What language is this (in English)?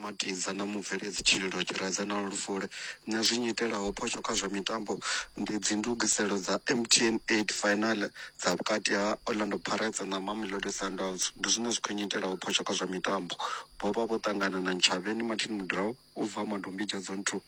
Venda